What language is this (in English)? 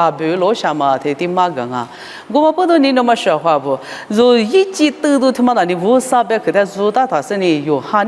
Lisu